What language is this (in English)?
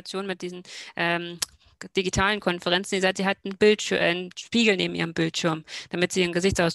German